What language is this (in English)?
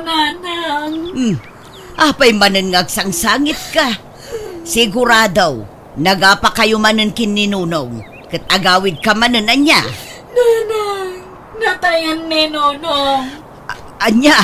Iloko